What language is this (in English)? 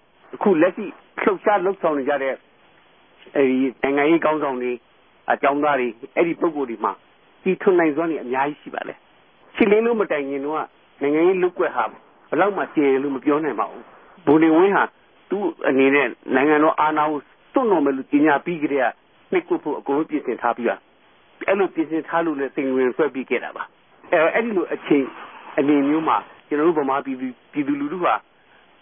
Burmese